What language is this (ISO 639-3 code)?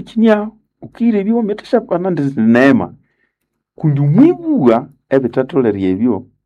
nnb